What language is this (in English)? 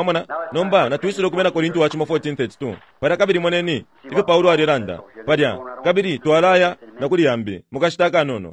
Bemba